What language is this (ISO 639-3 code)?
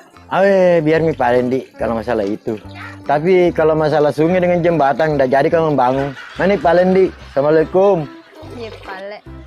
bug